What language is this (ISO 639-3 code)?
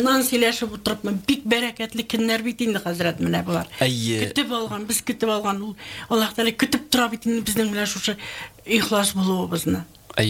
tat